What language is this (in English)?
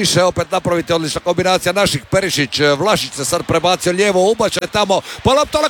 Croatian